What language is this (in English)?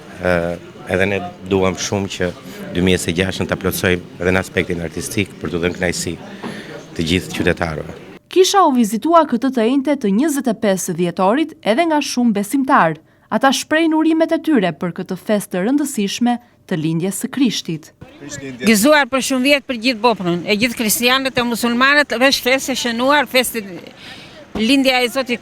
Albanian